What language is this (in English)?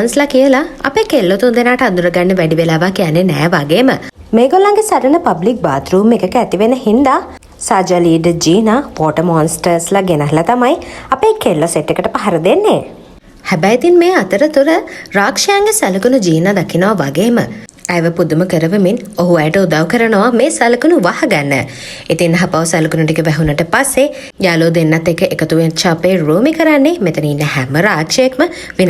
Sinhala